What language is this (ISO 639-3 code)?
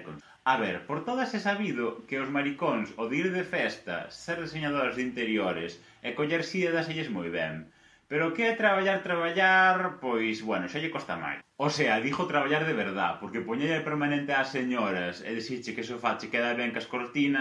glg